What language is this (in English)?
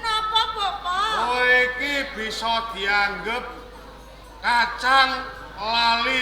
Javanese